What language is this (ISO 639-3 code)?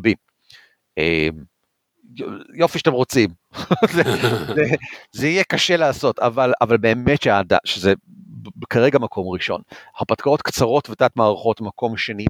heb